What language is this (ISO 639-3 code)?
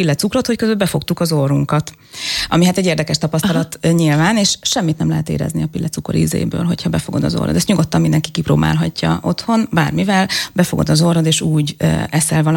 hun